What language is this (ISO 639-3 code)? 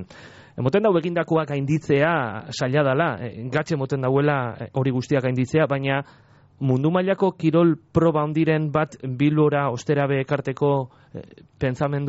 eus